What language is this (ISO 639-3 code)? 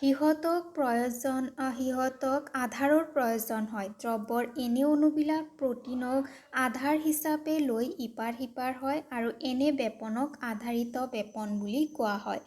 asm